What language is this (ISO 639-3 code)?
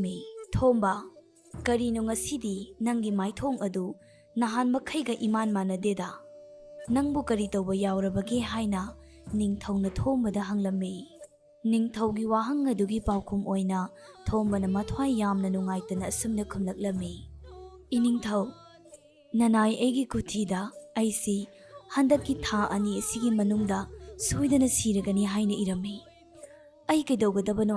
mni